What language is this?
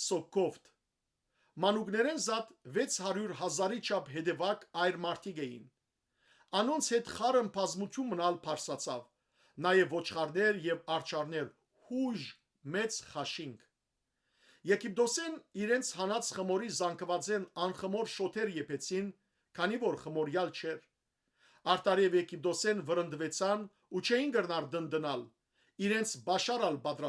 Western Armenian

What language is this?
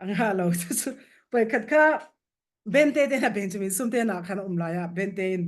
Falam Chin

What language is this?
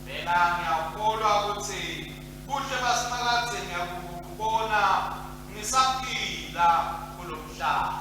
Swati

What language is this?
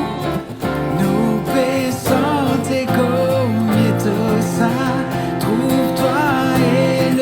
Morisyen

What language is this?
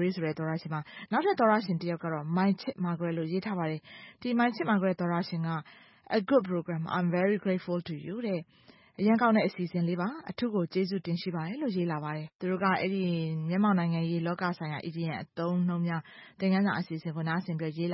Burmese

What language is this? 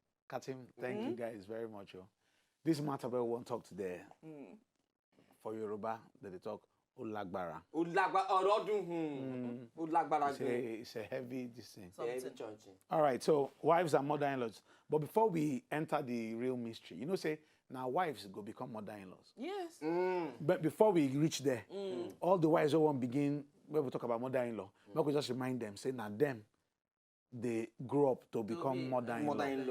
Nigerian Pidgin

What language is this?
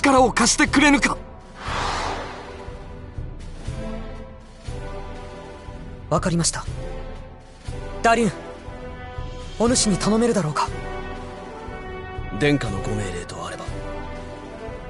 Japanese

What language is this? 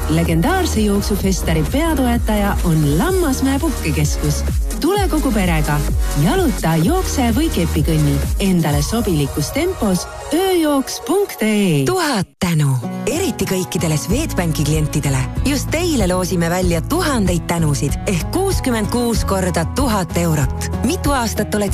Estonian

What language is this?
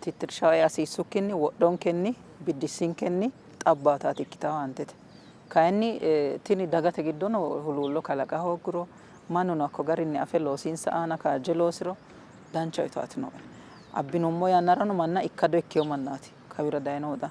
Sidamo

